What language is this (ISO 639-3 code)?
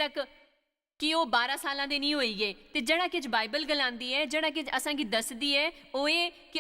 doi